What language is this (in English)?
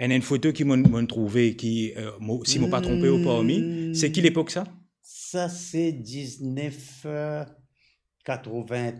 Morisyen